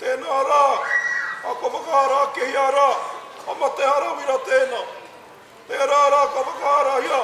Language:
Māori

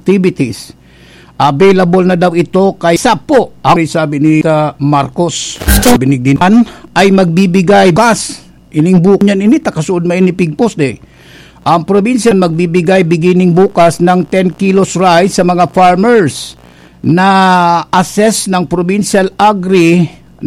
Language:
Bikol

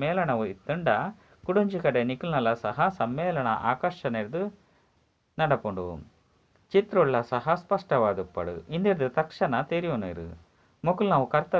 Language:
Tulu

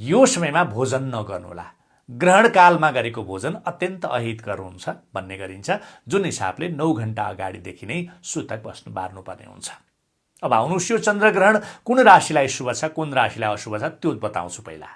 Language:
Nepali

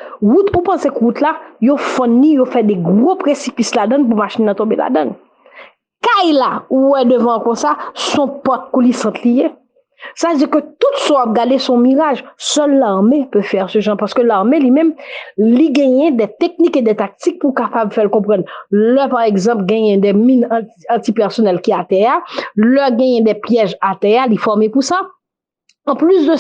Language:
Haitian Creole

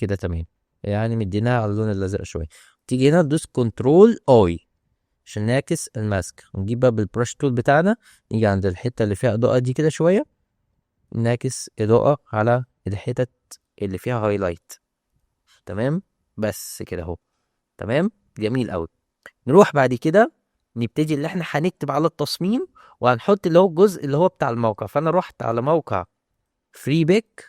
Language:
Egyptian Arabic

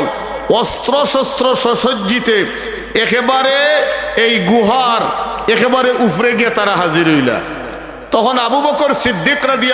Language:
Sylheti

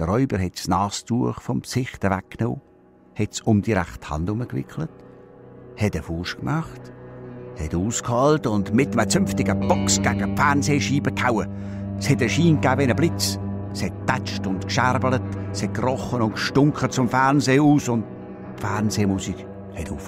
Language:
Swiss German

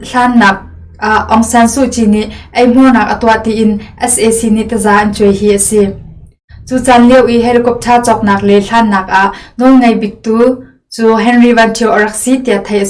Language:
Hakha Chin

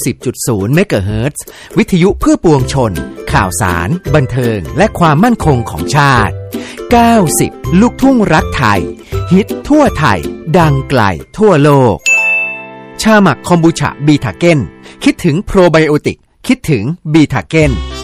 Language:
Thai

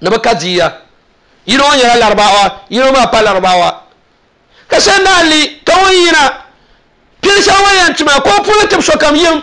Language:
Dagbani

